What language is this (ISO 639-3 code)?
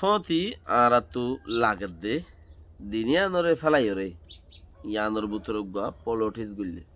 rhg